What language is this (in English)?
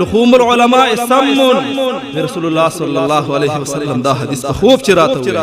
Pashto